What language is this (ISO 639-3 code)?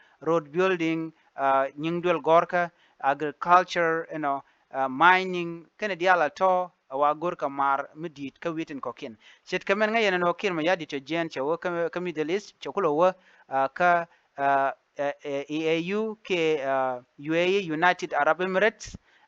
nus